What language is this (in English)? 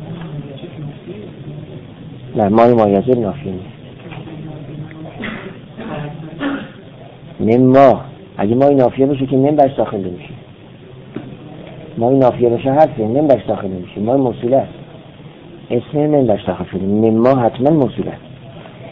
Persian